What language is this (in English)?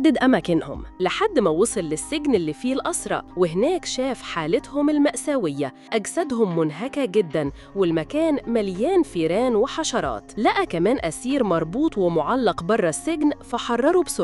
Egyptian Arabic